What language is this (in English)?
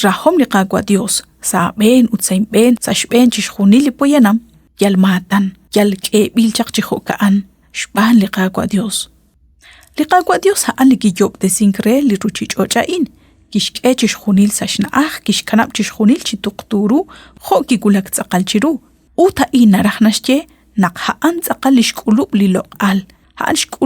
Kekchí